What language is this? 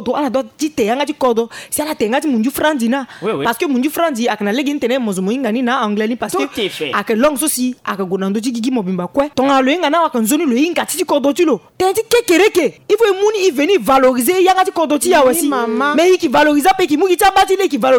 Sango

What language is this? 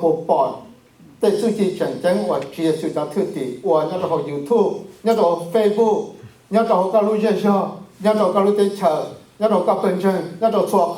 Hmong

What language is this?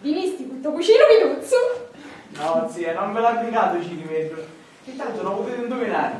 Sicilian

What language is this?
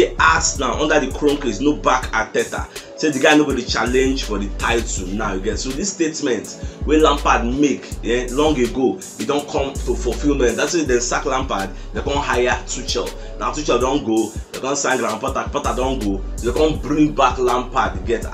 Nigerian Pidgin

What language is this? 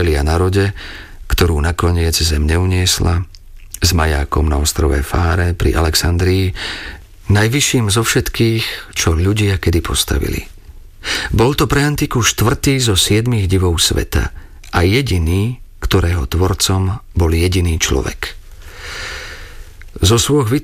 Slovak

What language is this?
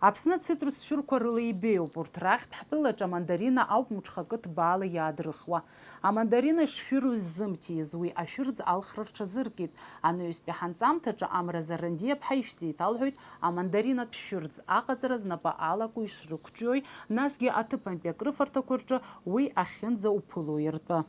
Abkhazian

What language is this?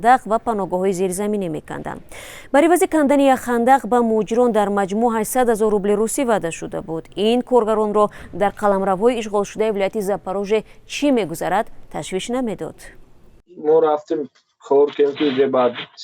Tajik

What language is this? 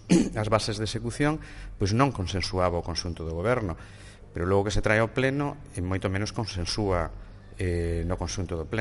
Galician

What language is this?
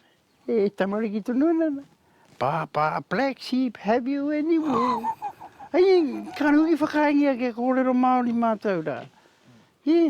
Māori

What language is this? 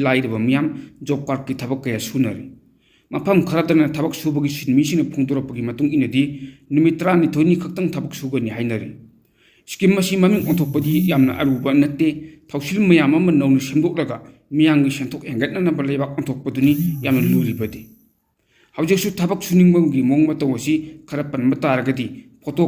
Manipuri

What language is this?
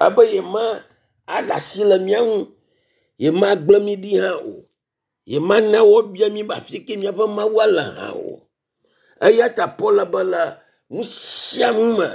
Ewe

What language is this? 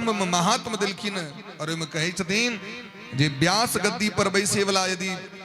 Maithili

